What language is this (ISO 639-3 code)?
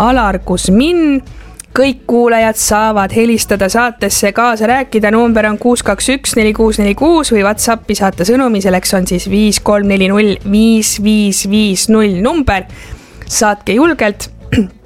est